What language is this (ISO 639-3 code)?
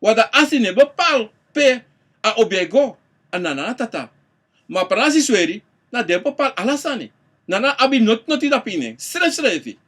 srn